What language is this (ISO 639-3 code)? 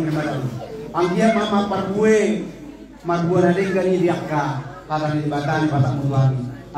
bbc